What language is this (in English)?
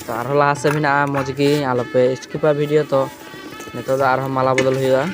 Santali